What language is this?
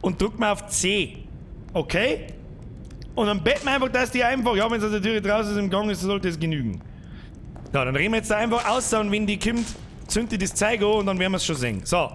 Bavarian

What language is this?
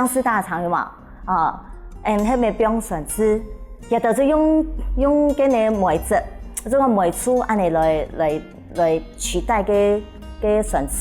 Hakka Chinese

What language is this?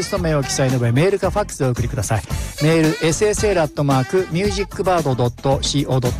Japanese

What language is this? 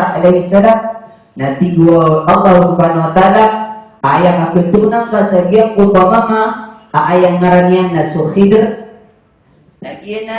Maranao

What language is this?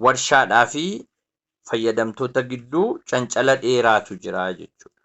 Oromo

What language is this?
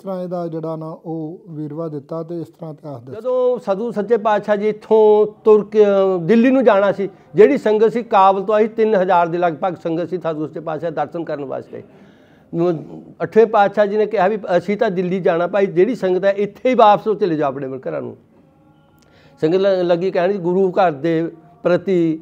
Punjabi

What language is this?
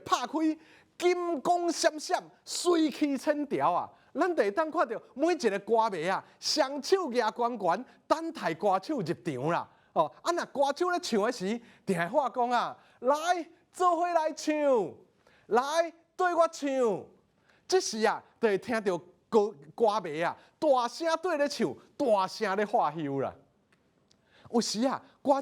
Min Nan Chinese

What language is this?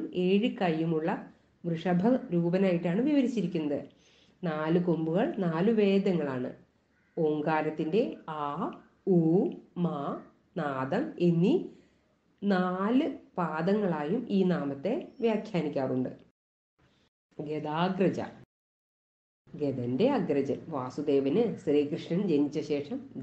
Malayalam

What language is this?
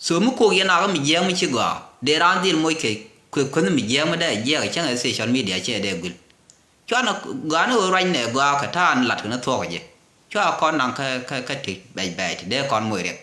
Nuer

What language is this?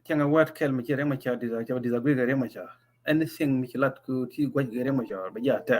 Nuer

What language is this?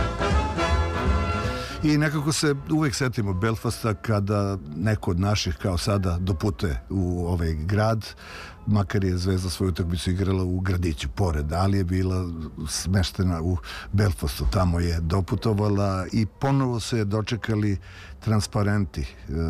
Serbian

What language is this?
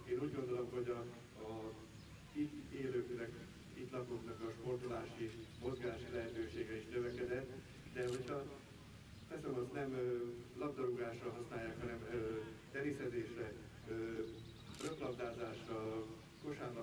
Hungarian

